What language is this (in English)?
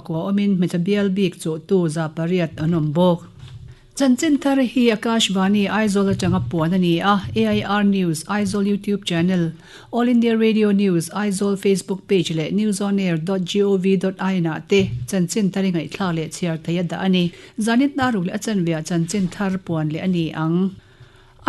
Mizo